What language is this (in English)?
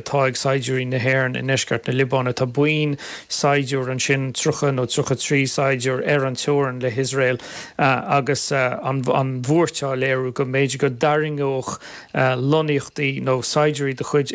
Irish